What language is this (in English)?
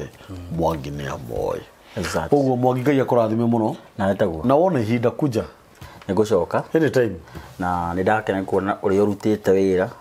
Kikuyu